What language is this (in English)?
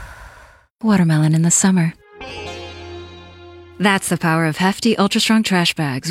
English